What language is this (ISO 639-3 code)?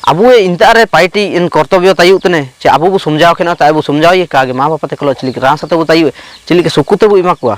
hoc